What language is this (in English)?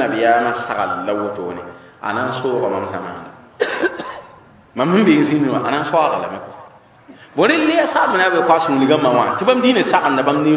Mossi